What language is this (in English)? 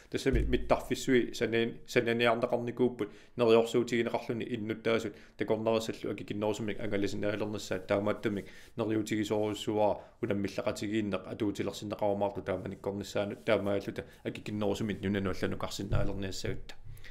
Kalaallisut